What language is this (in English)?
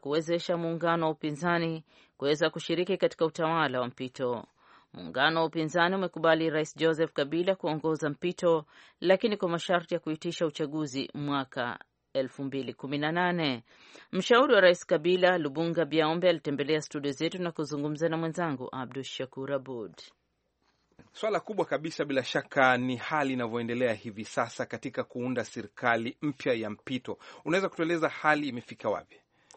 Swahili